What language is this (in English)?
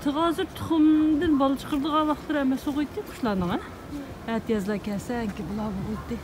Uyghur